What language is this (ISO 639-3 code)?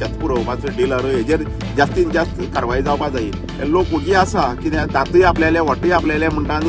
kok